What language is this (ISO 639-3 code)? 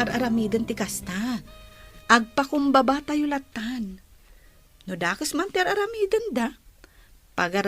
ilo